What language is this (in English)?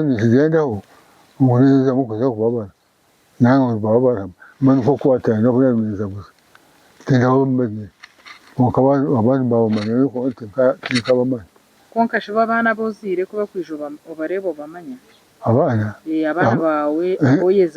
Nyankole